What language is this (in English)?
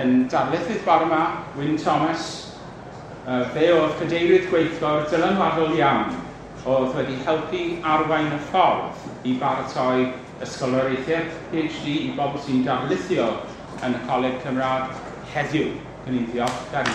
Welsh